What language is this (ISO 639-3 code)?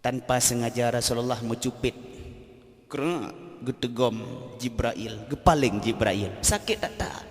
ace